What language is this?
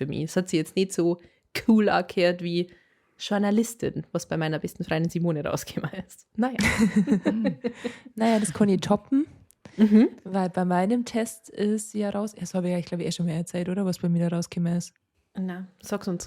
Bavarian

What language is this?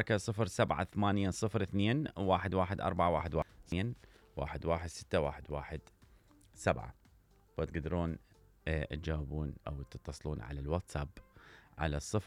Mesopotamian Arabic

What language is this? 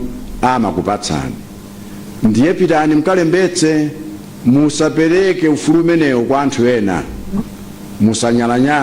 Nyanja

